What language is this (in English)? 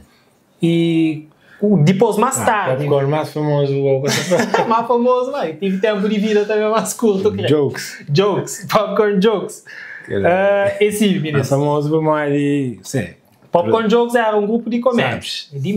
Kabuverdianu